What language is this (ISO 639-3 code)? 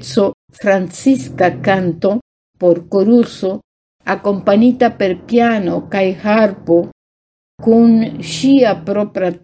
epo